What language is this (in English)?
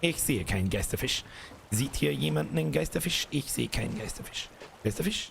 Bavarian